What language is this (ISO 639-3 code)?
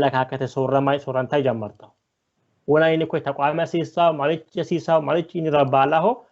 sid